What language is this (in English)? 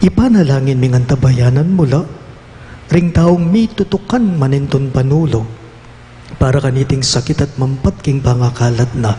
Pampanga